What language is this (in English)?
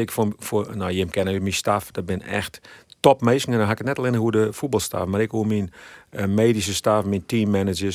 Western Frisian